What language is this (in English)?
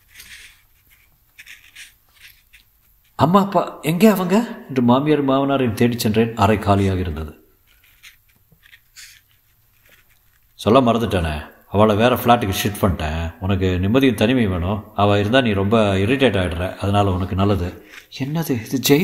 Tamil